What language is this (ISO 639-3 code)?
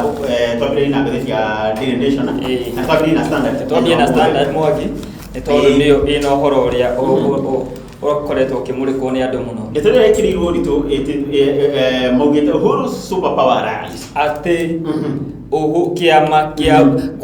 kik